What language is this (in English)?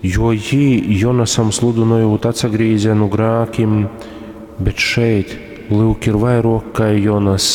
Latgalian